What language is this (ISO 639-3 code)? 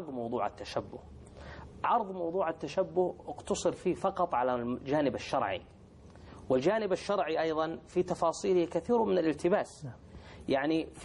ara